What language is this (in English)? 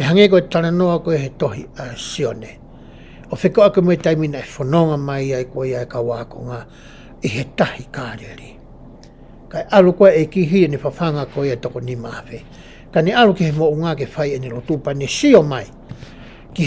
Tongan